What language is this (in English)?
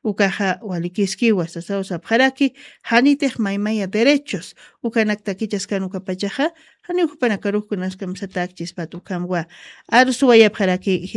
Aymara